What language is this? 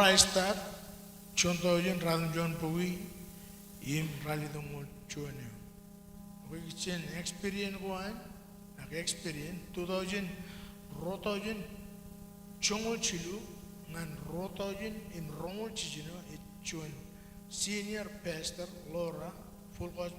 Marshallese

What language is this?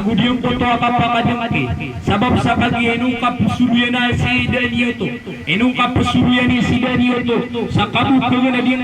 Maranao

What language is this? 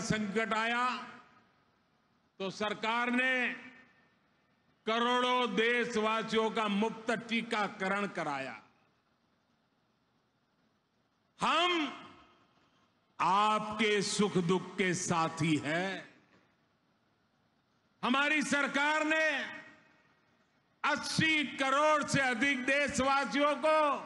Hindi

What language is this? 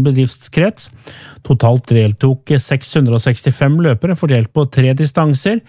Norwegian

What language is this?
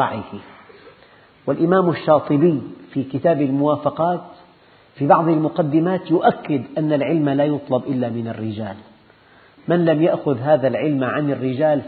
Arabic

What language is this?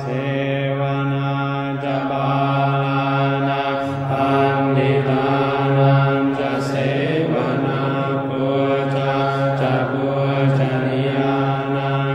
Pali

